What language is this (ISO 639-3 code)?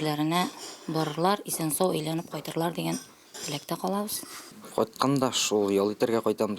tat